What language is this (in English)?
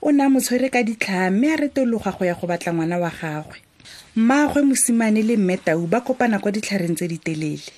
Tswana